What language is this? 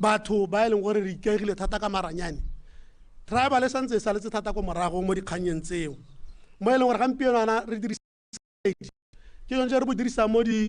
Tswana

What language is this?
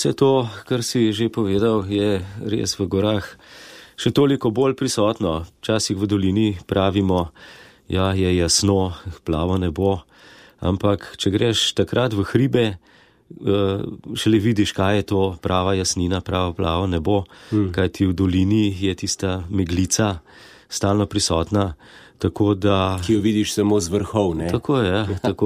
Slovenian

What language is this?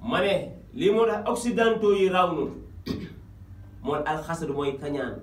Wolof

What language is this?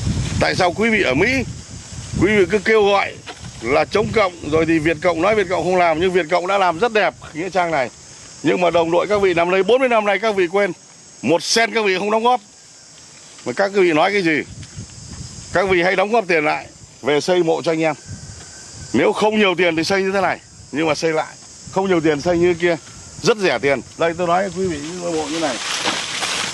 Vietnamese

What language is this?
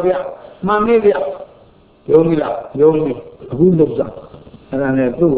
Burmese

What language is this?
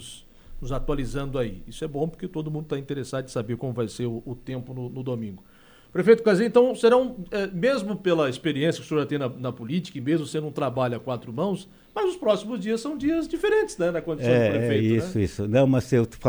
Portuguese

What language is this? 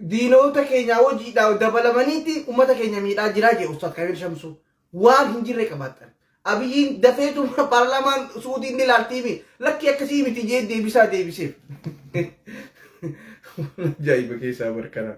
Oromo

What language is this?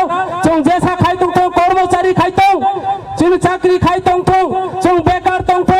Kok Borok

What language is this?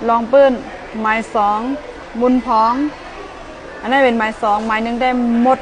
Shan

